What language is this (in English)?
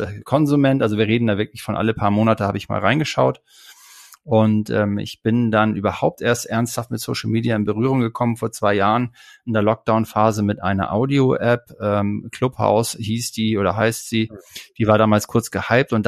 German